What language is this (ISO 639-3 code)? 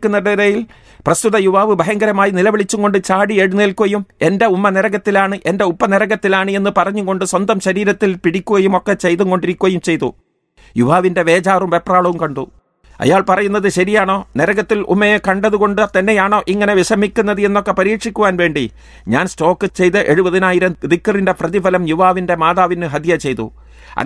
mal